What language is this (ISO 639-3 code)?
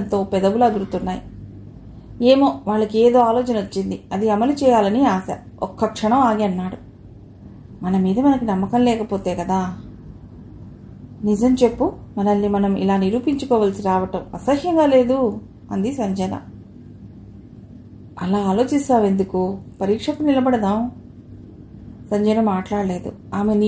tel